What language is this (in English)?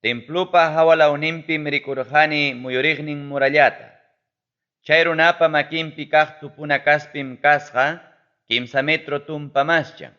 Ayacucho Quechua